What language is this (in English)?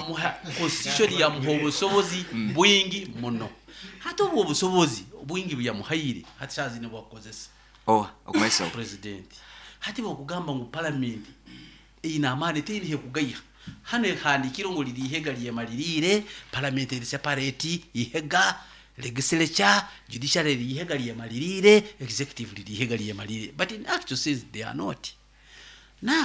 Nyoro